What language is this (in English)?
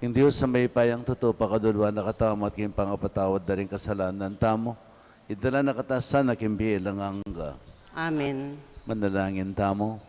Pampanga